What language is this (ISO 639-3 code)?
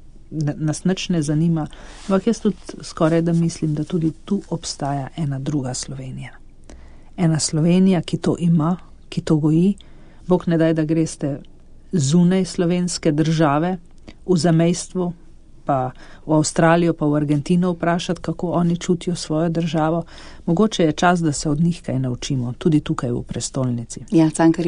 slv